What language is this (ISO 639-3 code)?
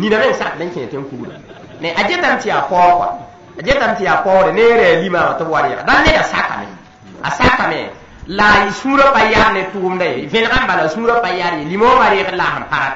mos